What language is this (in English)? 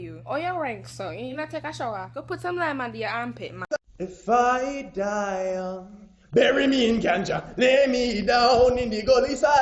Jamaican Creole English